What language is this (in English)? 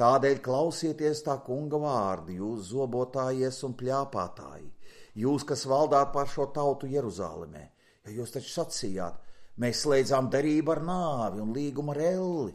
Latvian